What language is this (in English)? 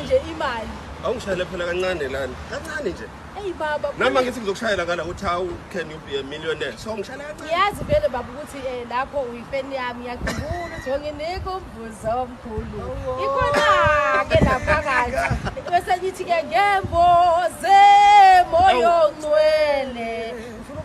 Zulu